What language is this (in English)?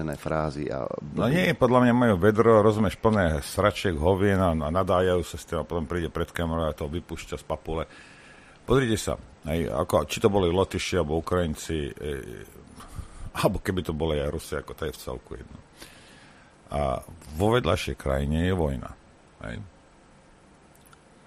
Slovak